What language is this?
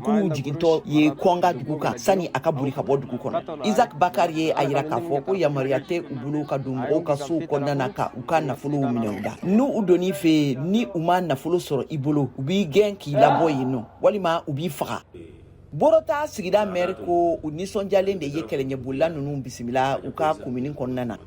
Bambara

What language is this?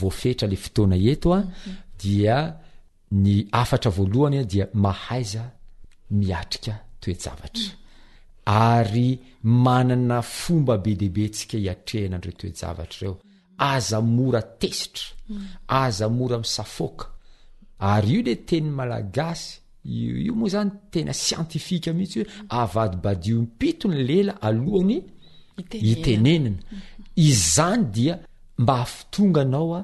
Malagasy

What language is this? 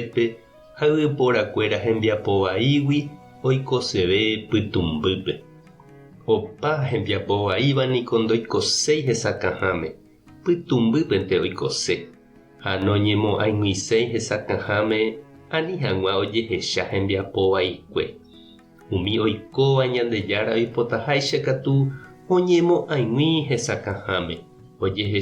Guarani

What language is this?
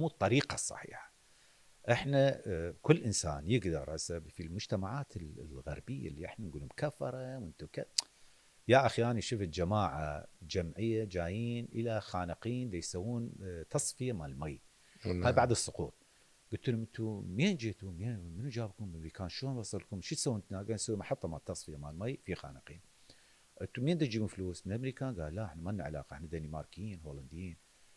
Mesopotamian Arabic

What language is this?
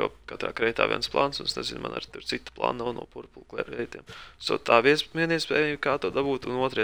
Latvian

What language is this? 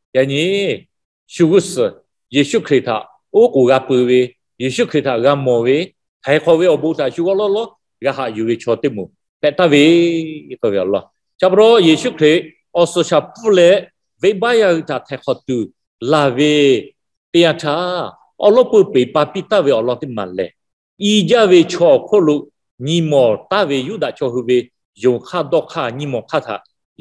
Lahu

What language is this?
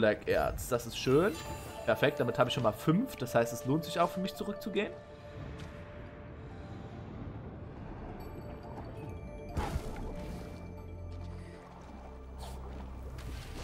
German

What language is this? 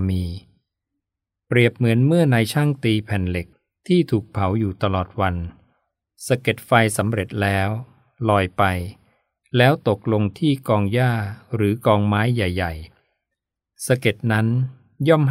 Thai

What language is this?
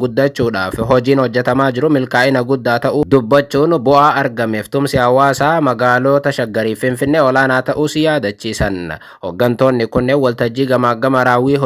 Oromo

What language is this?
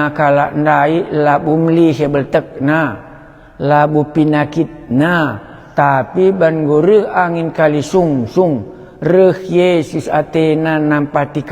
Batak Karo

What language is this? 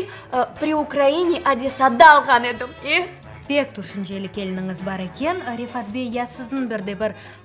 Crimean Tatar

